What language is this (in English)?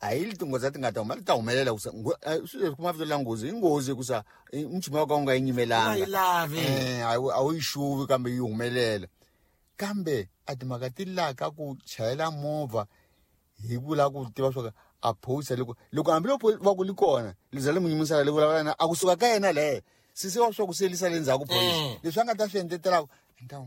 Tsonga